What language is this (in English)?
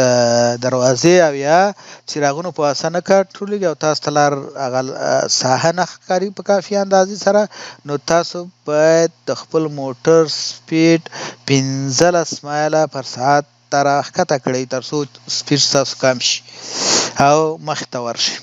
Pashto